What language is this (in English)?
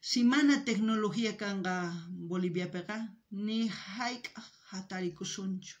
South Bolivian Quechua